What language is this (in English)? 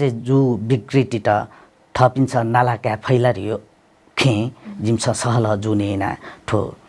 Newari